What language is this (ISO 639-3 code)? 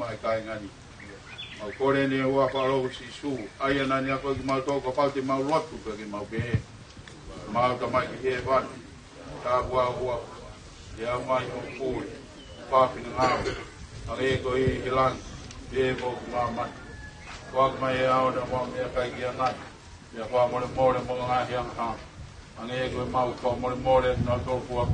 ton